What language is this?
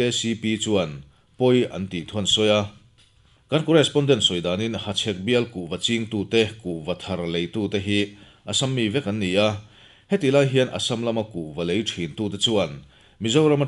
Mizo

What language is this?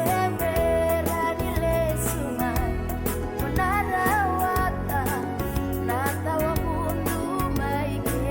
Fijian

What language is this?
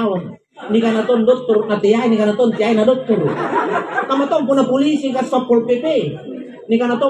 Makasar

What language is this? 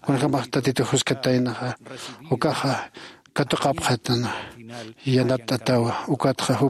Aymara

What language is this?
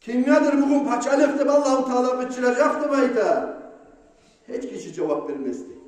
Kumyk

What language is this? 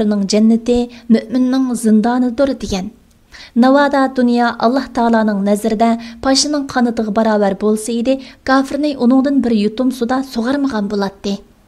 Uyghur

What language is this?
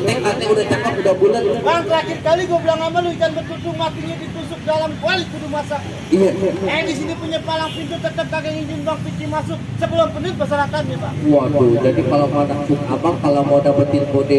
Betawi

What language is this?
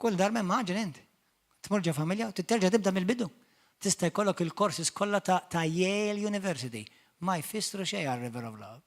Maltese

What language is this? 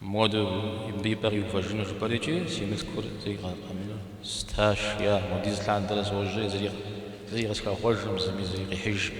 Kabardian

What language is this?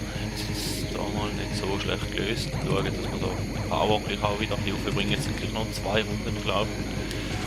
Swiss German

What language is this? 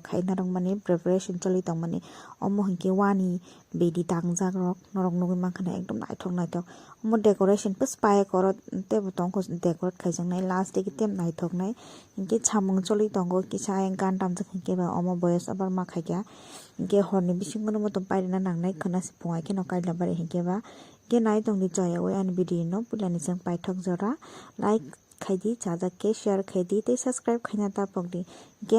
Kok Borok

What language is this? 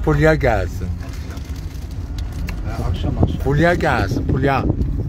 Turkish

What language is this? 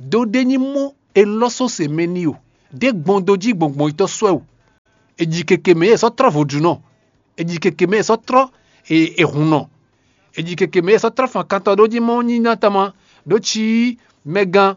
Fon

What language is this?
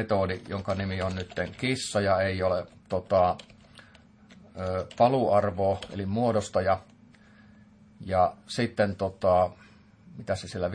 Finnish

